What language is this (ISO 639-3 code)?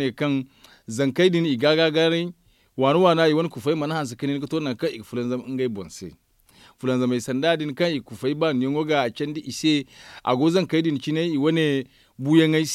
dje